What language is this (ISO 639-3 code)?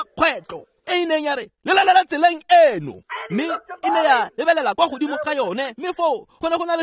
tsn